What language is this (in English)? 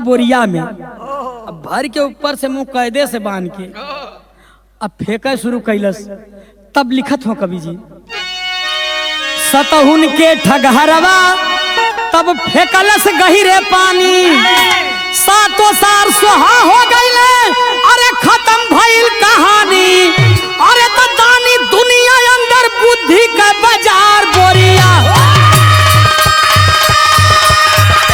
Bhojpuri